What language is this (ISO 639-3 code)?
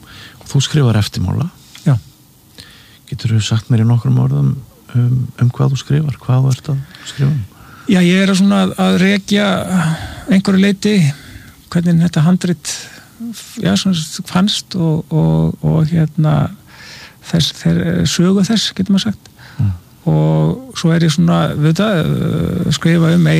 isl